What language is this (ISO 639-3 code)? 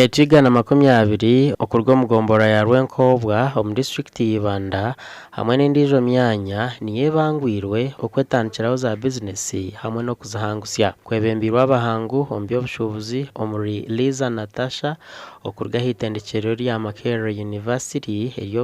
nyn